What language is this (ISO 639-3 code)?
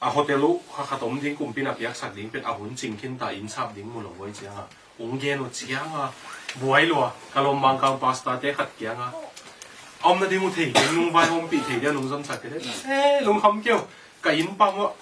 ctd